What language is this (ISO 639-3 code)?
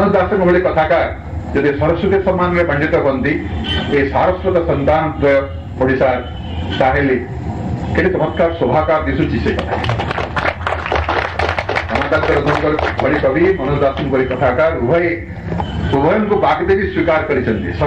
ori